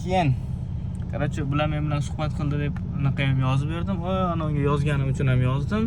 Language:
Uzbek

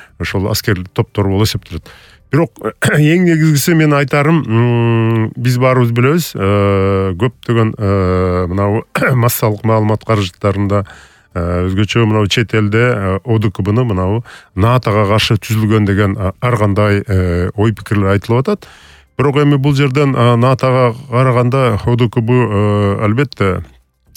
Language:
Kyrgyz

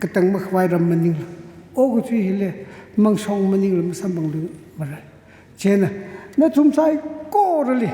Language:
Tangkhul Naga (India)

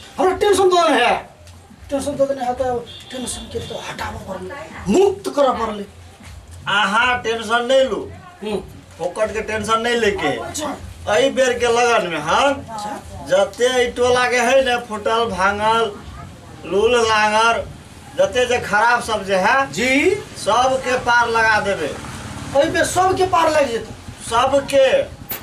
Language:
Maithili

